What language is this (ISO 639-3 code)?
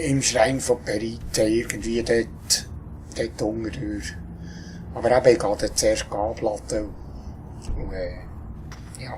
gsw